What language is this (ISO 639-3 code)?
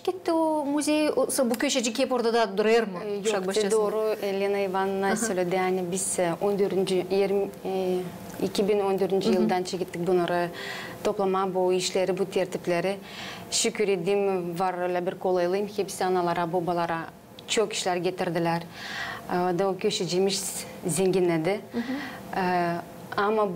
gag